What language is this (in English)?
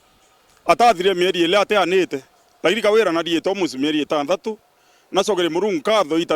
Meru